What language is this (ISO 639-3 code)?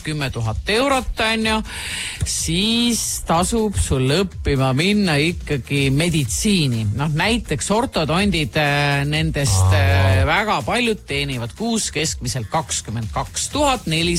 est